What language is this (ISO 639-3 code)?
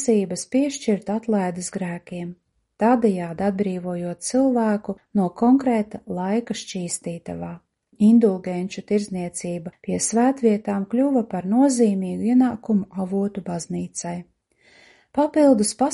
lav